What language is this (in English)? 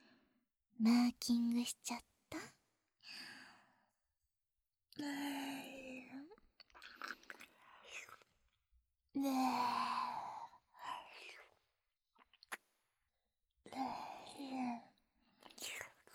Japanese